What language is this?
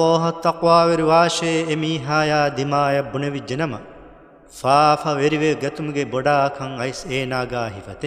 Divehi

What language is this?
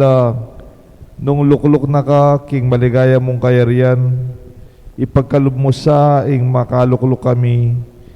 Pampanga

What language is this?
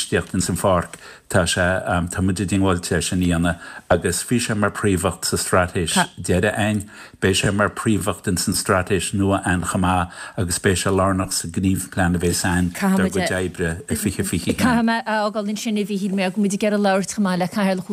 Irish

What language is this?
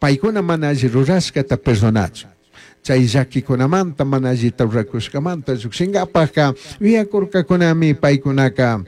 Chimborazo Highland Quichua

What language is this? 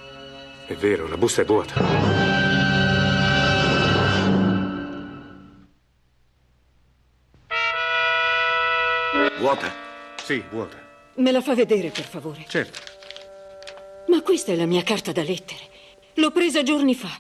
Italian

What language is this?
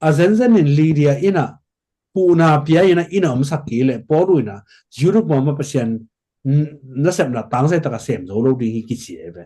Tedim Chin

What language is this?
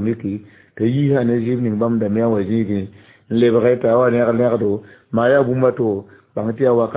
Mossi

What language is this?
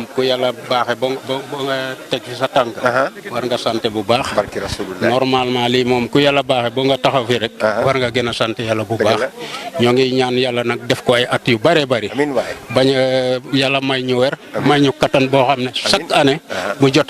Wolof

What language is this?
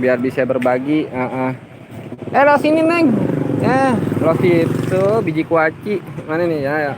Betawi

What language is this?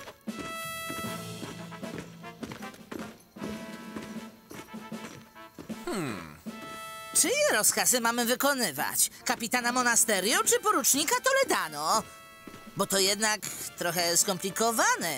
Polish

